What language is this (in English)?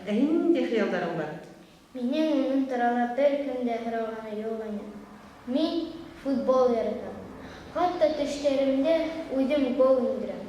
Bashkir